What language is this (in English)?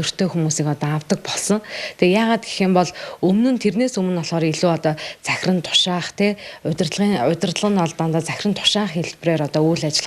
Mongolian